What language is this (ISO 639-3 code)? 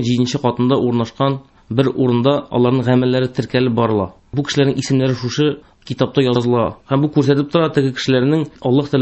tat